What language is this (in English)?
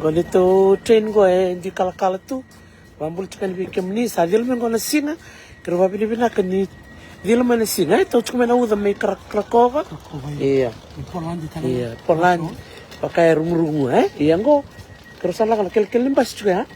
Fijian